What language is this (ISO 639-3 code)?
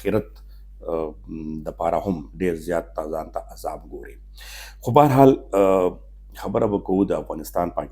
pus